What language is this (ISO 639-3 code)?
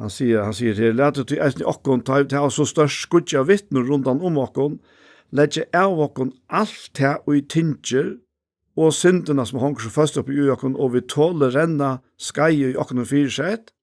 fao